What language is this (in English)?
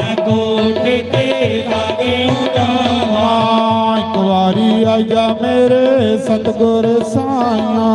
Dogri